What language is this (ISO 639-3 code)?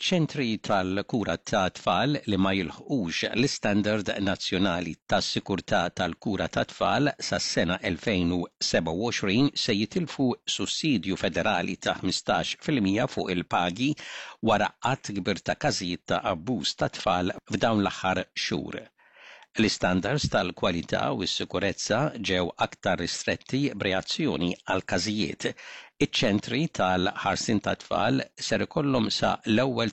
mlt